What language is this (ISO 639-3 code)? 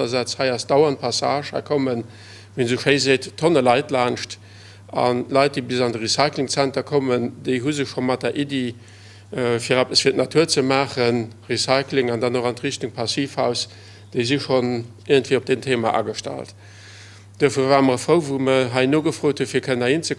ltz